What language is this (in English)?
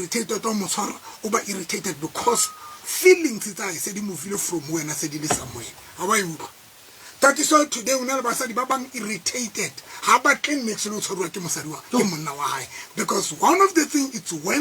Tswana